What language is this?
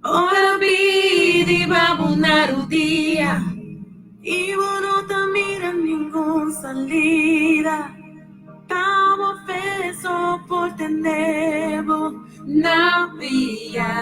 Papiamento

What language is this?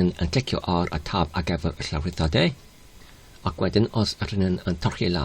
Welsh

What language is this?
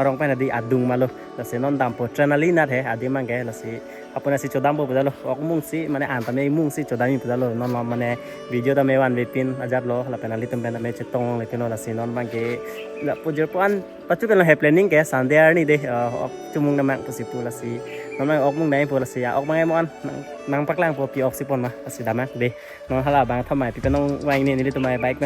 Karbi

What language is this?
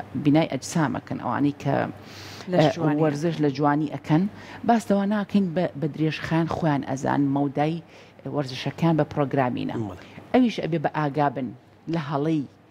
Central Kurdish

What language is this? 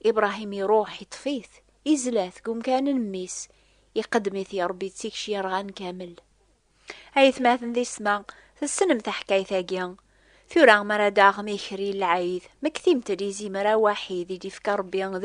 Kabyle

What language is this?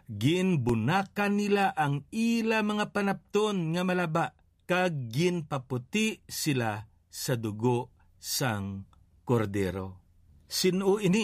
Hiligaynon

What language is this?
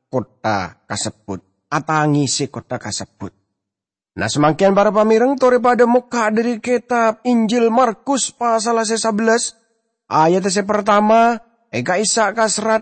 Madurese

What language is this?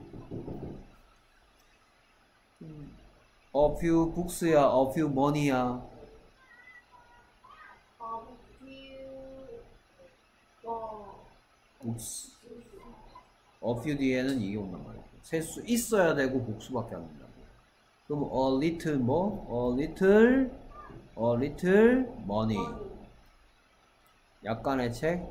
Korean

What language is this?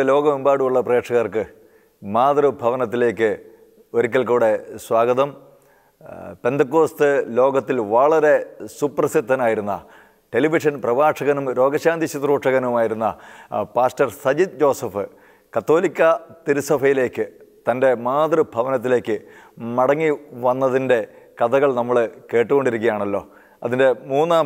Malayalam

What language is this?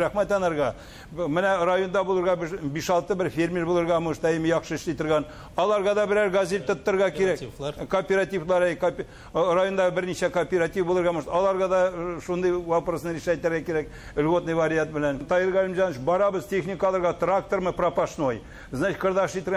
Tatar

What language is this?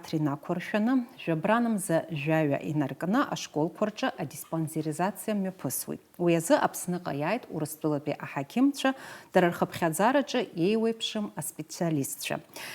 Abkhazian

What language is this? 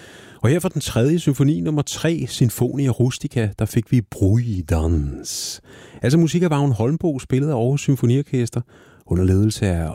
Danish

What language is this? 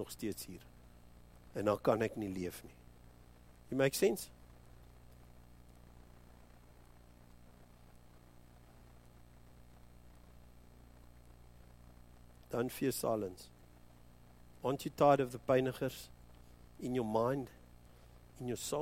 Afrikaans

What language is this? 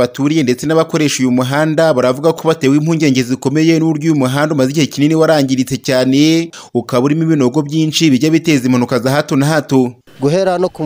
Kinyarwanda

